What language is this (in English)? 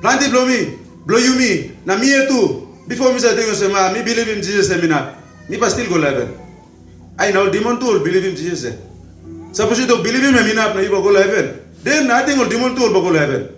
Tok Pisin